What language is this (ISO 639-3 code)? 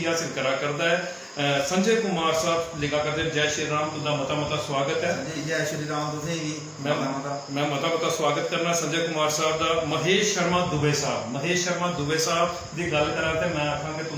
doi